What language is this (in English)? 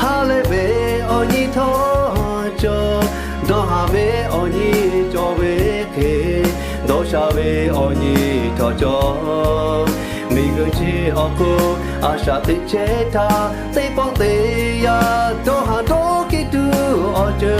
Lahu